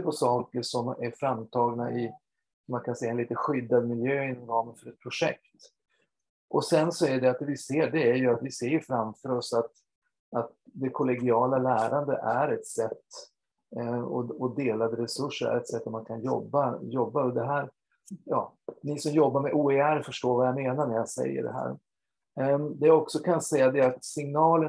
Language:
Swedish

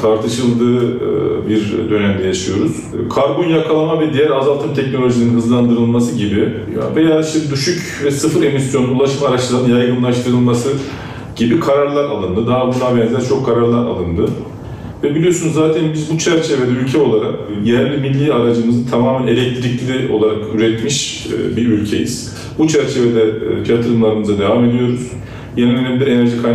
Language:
Turkish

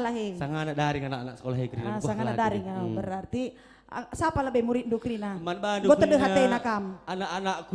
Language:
Batak Karo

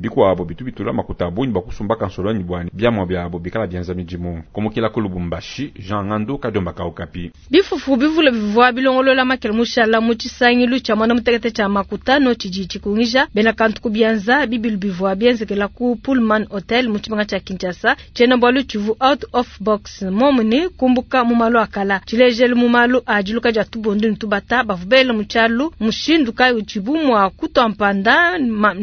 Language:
Luba-Lulua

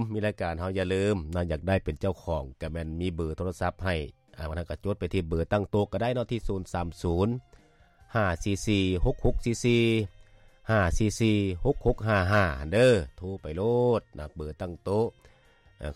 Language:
Lao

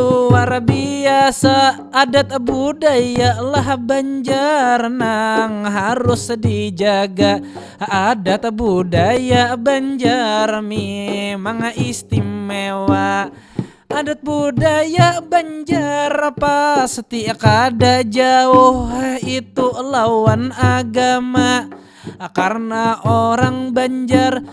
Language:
Banjar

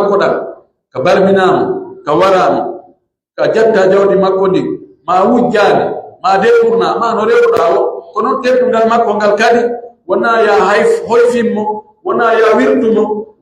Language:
Pular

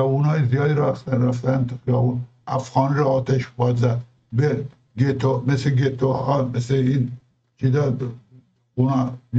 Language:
Persian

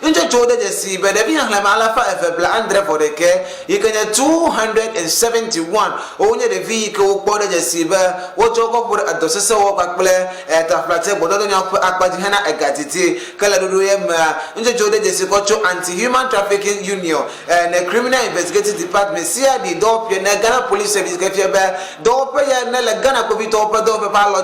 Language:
Ewe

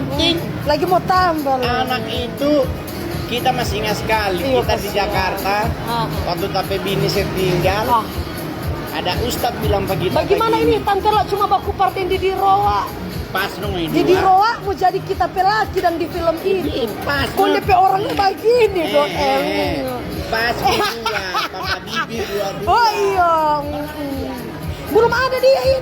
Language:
Manado Malay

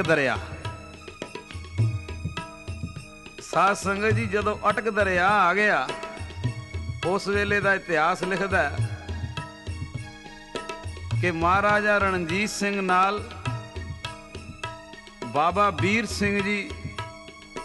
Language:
Punjabi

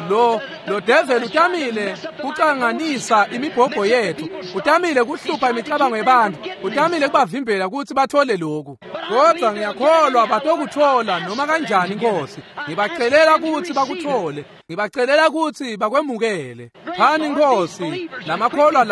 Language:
Swati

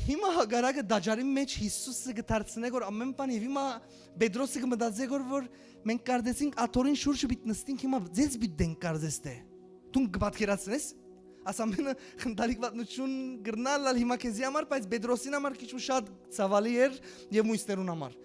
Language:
Western Armenian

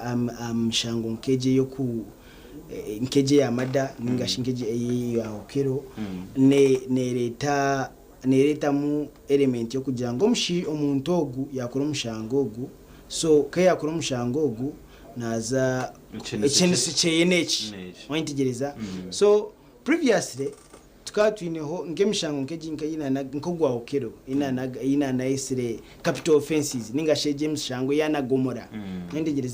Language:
Nyankole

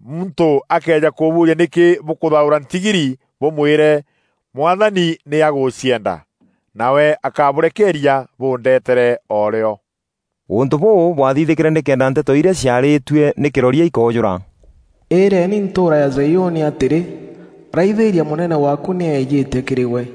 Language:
Meru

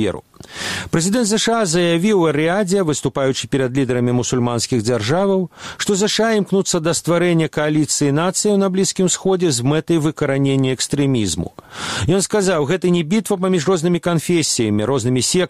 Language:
Belarusian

